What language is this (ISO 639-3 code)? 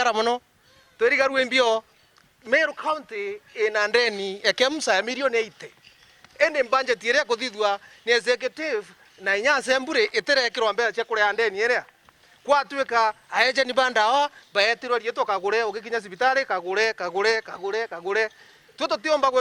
mer